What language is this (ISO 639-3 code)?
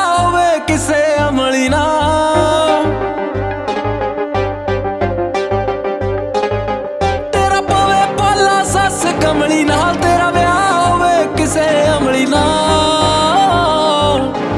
pan